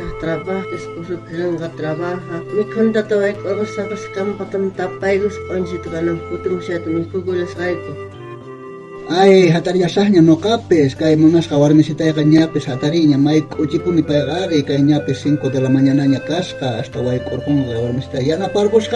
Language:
South Bolivian Quechua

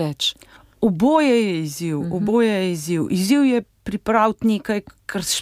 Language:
Slovenian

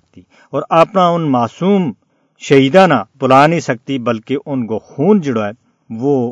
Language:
Gujari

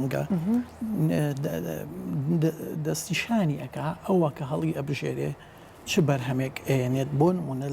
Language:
Central Kurdish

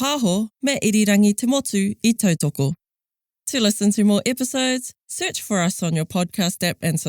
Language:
Māori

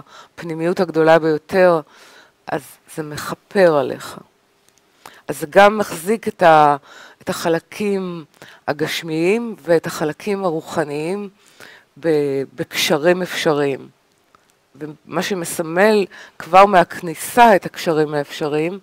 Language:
Hebrew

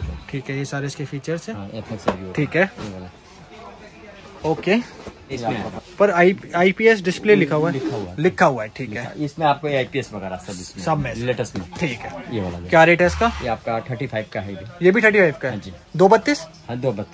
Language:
Hindi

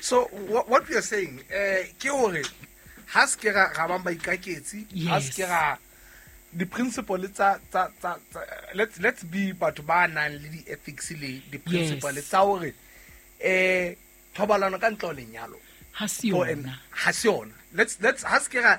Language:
Southern Sotho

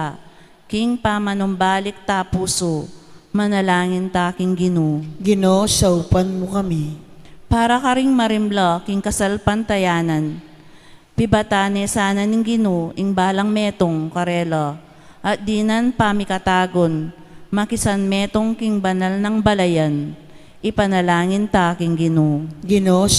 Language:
Pampanga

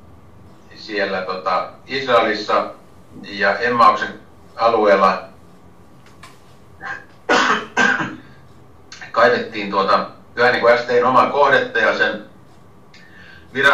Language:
Finnish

